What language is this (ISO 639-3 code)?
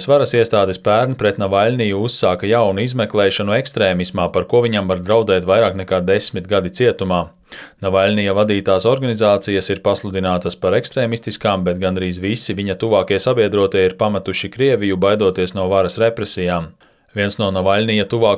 lav